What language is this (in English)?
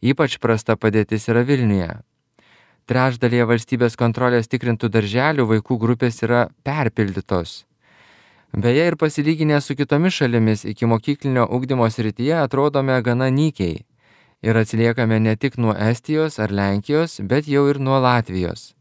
Lithuanian